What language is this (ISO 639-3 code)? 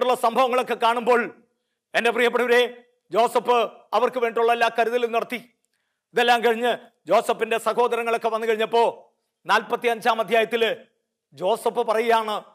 mal